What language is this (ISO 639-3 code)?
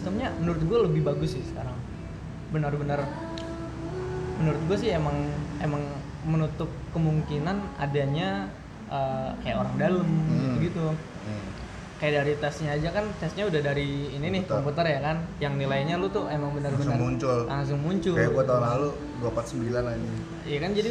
ind